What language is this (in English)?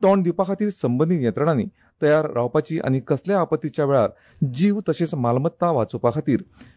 Konkani